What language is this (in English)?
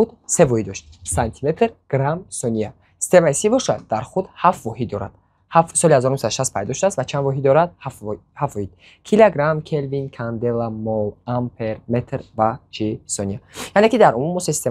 Tajik